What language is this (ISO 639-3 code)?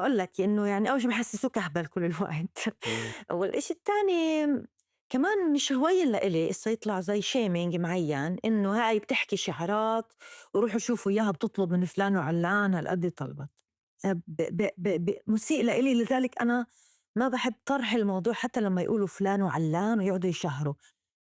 apc